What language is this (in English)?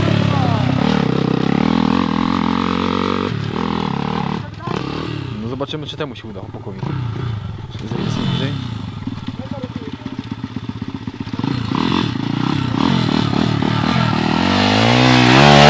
Polish